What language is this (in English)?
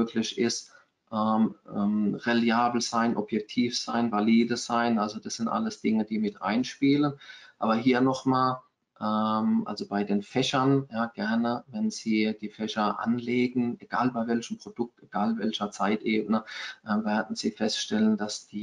German